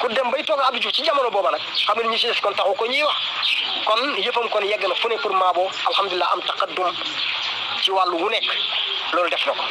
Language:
Wolof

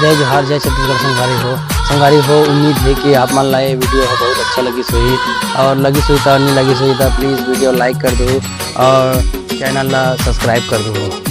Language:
Chhattisgarhi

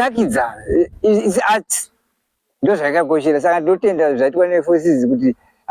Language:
Shona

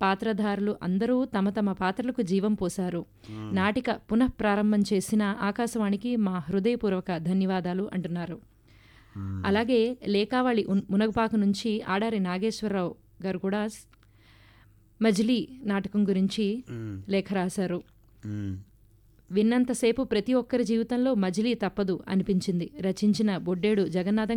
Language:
Telugu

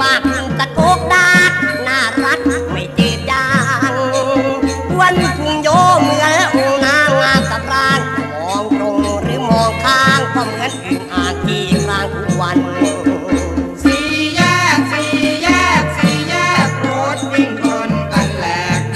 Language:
Thai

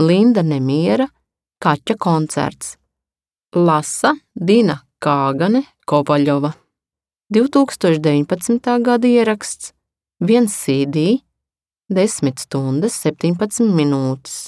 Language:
Latvian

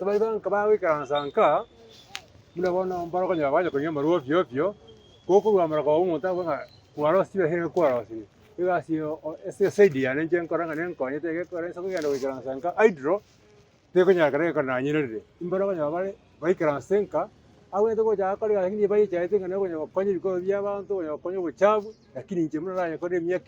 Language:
Gusii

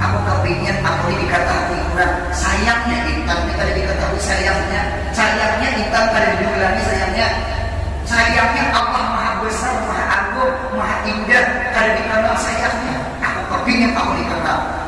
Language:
Banjar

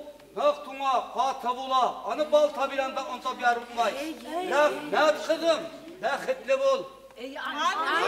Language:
Bashkir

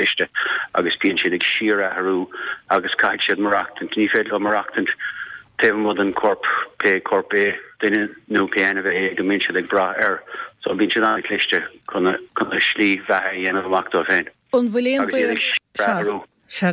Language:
Irish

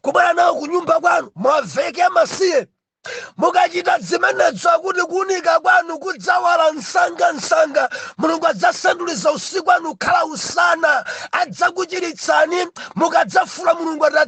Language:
Nyanja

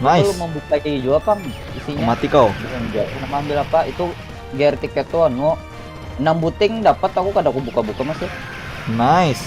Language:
Banjar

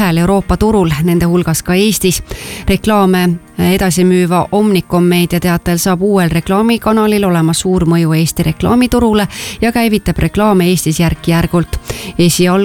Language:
Estonian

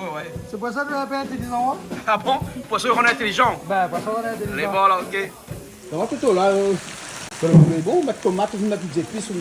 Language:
Réunion Creole French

